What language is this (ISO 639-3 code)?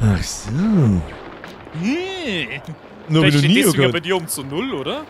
bar